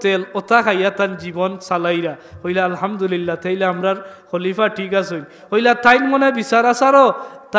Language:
Sylheti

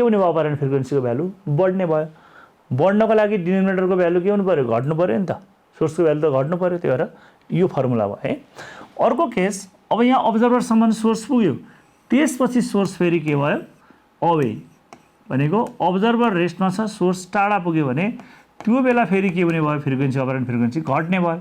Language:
Nepali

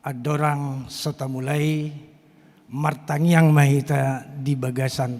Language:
Batak Toba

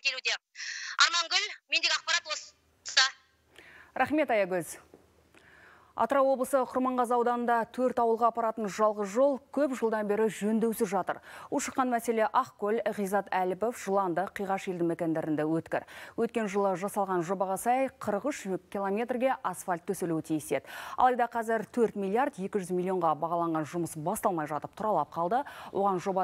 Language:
Kazakh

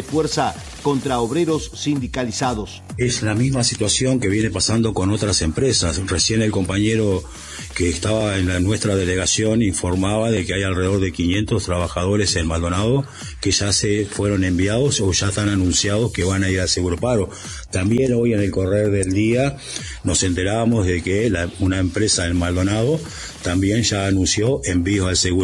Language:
Spanish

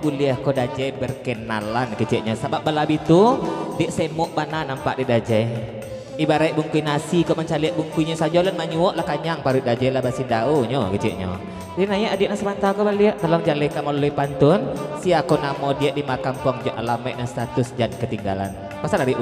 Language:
Minangkabau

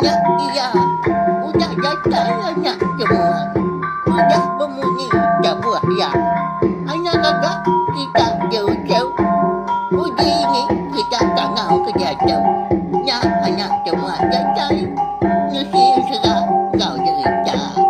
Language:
Iban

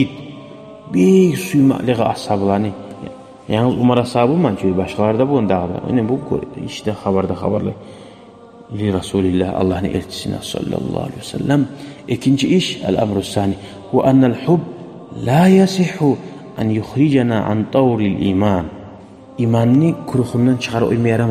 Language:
Kumyk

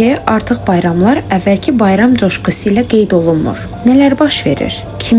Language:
Azerbaijani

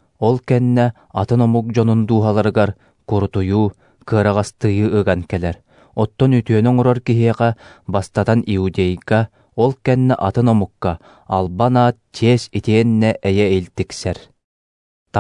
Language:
Yakut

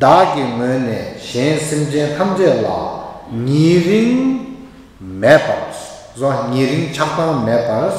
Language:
Tibetan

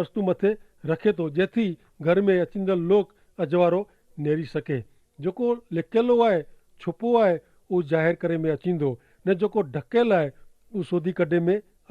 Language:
Kachhi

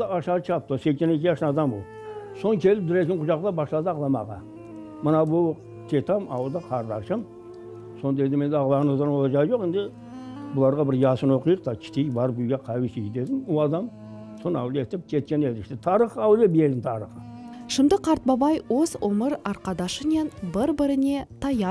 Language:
Crimean Tatar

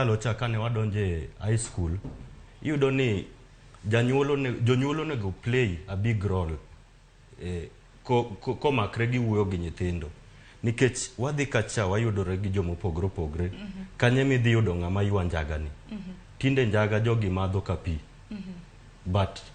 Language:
Luo (Kenya and Tanzania)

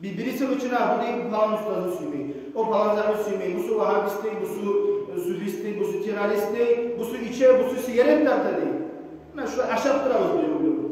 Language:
Kumyk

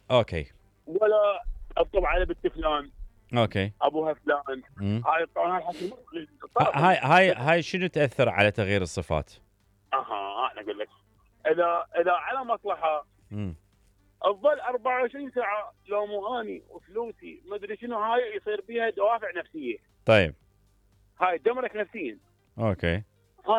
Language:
Mesopotamian Arabic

